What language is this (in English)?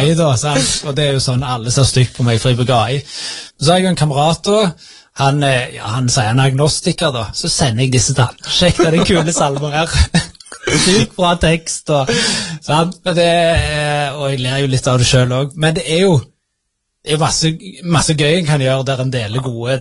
Norwegian